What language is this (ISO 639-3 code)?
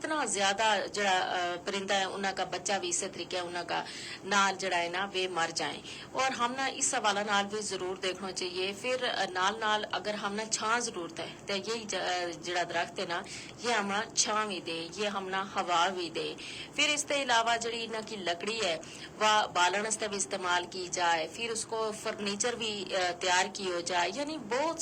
gju